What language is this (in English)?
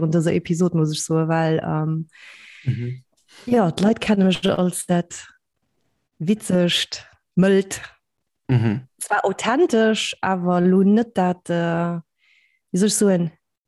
Luxembourgish